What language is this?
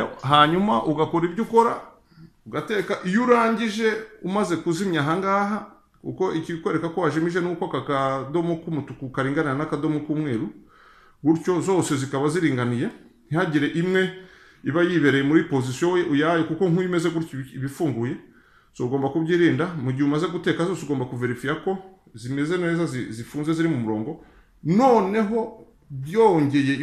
Kinyarwanda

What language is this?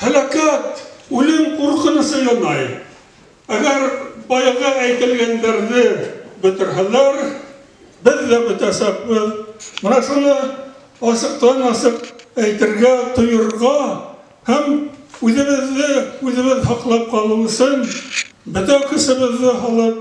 Bashkir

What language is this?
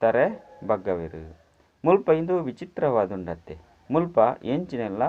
Tulu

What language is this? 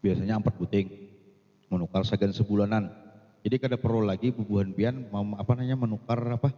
Banjar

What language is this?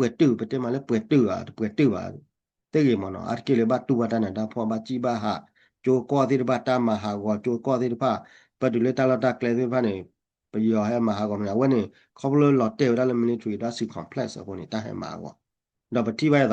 S'gaw Karen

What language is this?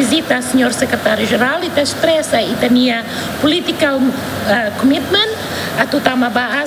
Tetum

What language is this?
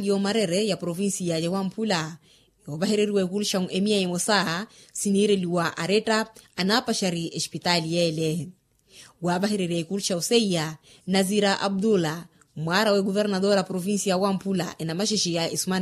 Makhuwa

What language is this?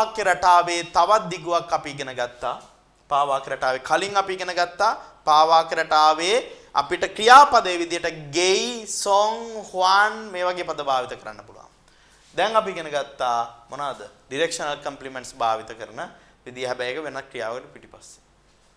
Sinhala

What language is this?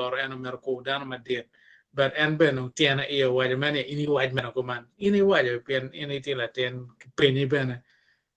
Acoli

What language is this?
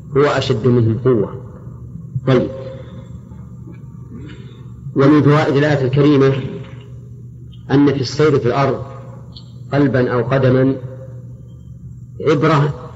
Arabic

